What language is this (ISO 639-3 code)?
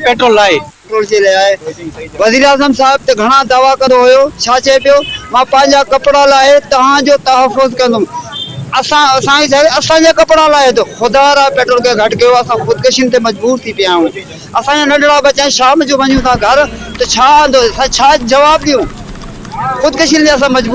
snd